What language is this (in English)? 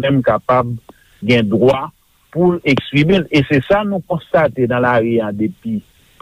Haitian Creole